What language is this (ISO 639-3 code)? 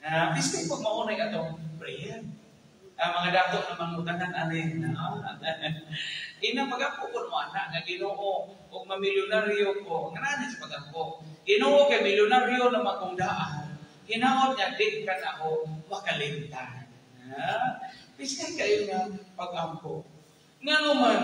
ceb